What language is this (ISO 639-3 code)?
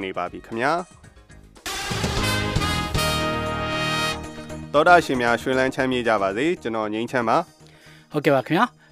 mya